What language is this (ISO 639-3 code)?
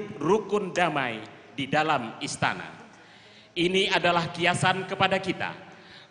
bjn